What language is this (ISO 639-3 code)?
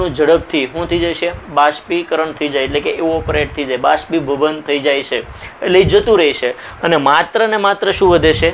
guj